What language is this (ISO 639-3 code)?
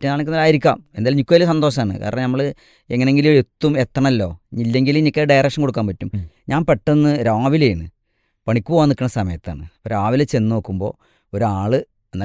mal